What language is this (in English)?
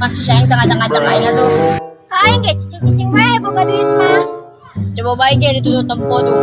Sundanese